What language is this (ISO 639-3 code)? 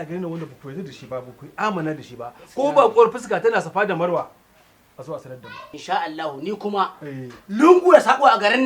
hau